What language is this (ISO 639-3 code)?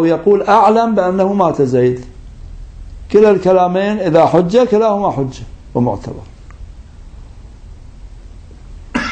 ara